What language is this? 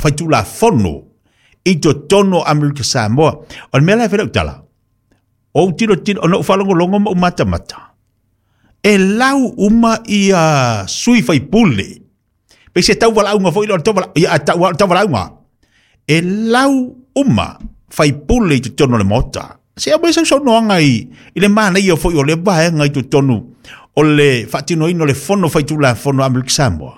Samoan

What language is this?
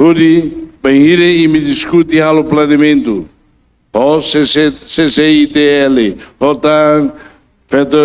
Tetum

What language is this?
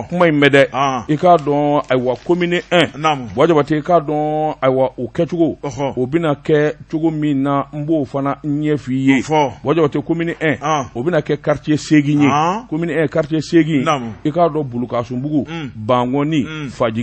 Bambara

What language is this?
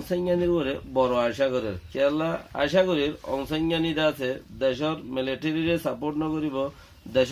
Rohingya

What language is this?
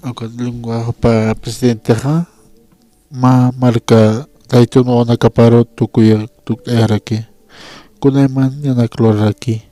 Aymara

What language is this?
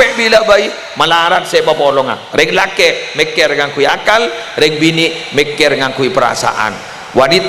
Madurese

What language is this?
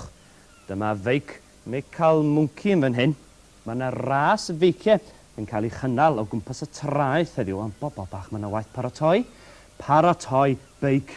Welsh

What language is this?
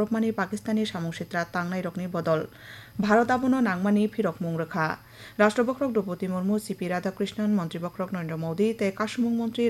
Kok Borok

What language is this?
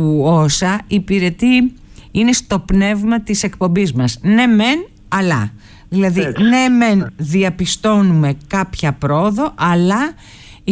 Greek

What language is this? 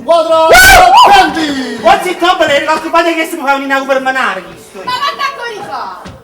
Neapolitan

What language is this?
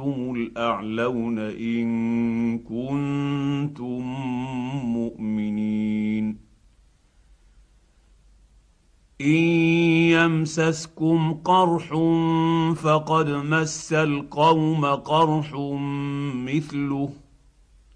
Arabic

